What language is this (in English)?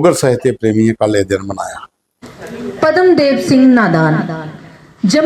Dogri